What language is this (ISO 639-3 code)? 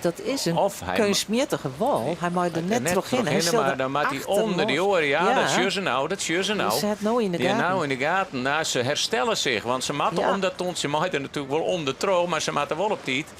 fry